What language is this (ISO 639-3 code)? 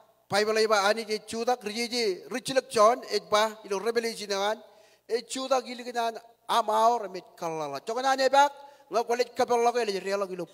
mah